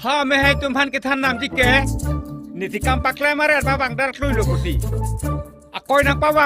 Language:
Karbi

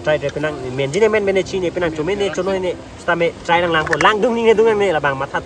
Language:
Karbi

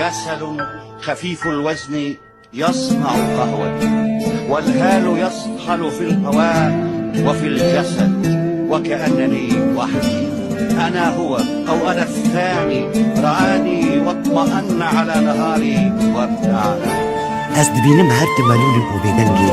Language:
Kurdish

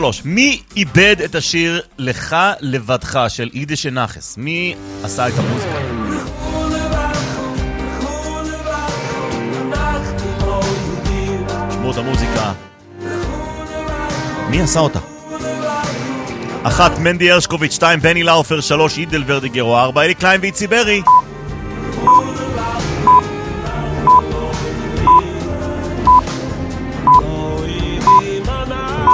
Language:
Hebrew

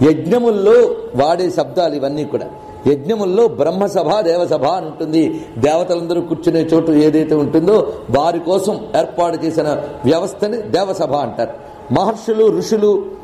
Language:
Telugu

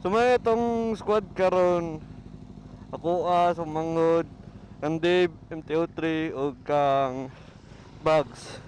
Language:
Cebuano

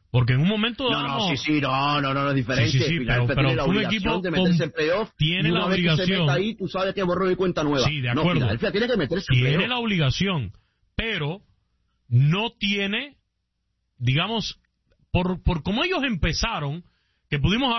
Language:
Spanish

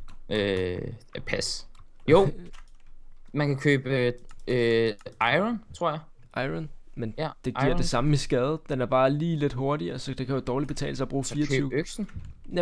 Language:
Danish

